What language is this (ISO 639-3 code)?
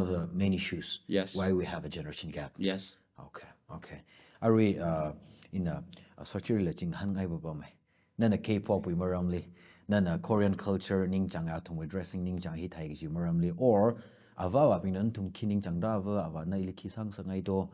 nmf